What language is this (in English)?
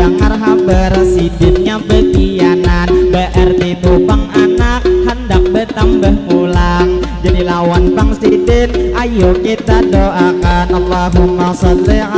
Banjar